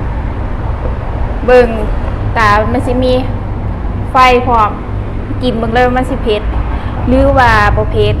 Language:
Lao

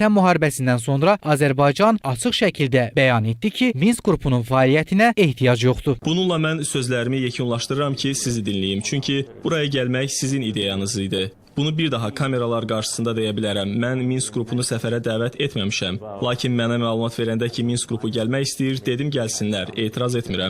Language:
Azerbaijani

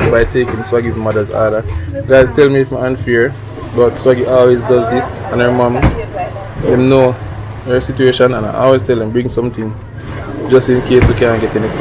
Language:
Jamaican Creole English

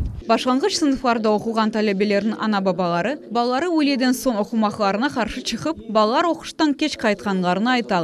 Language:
Crimean Tatar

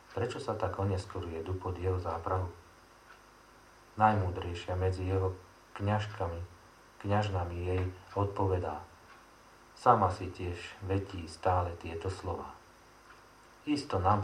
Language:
Slovak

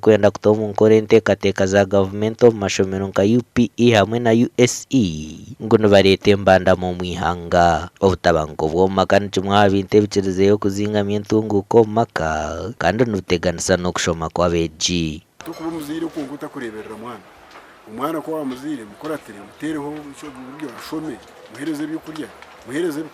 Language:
Nyankole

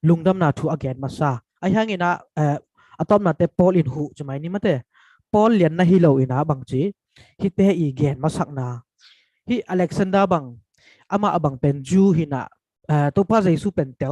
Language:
Tedim Chin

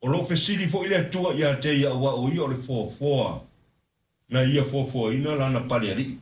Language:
Samoan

